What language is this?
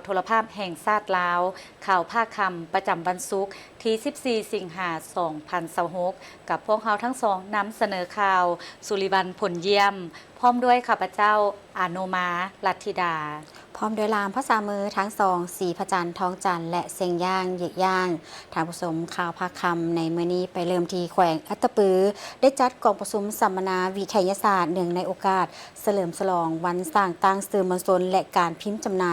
Lao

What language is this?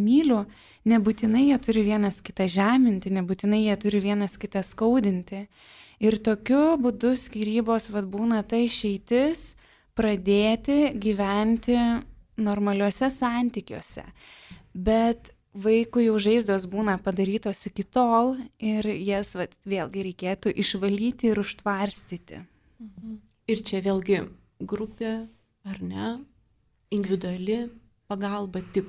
Lithuanian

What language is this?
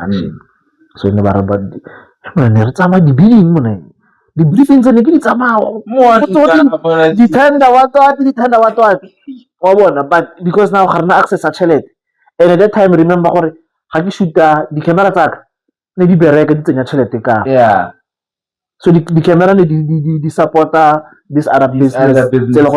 Tswana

